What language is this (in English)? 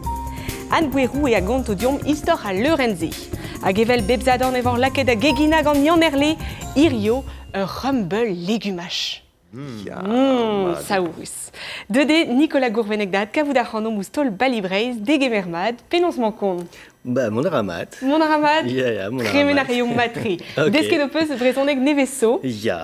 Breton